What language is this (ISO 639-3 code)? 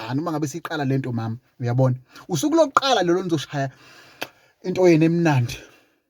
zul